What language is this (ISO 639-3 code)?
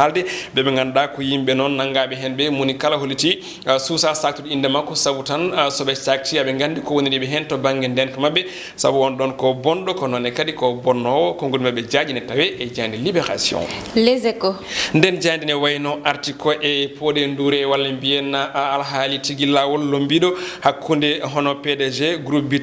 ful